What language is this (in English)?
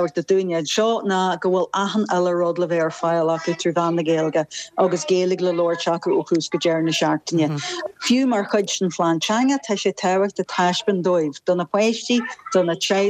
Irish